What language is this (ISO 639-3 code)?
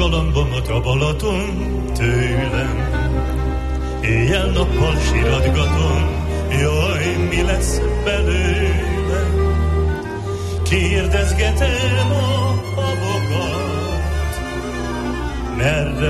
hun